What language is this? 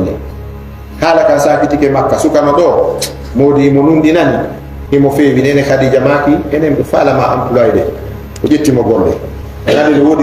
Fula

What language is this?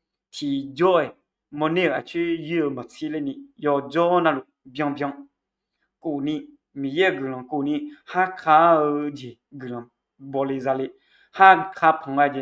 Akha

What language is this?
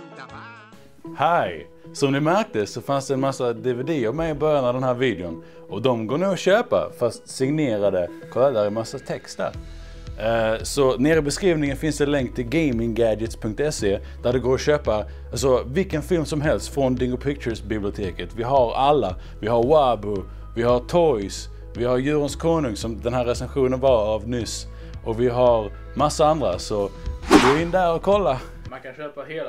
Swedish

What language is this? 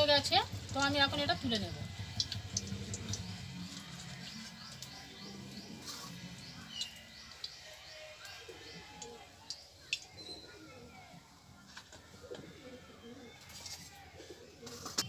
Bangla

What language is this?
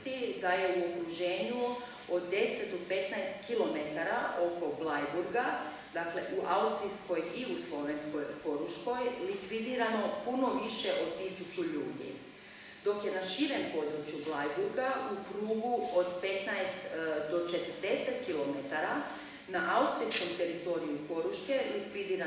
Croatian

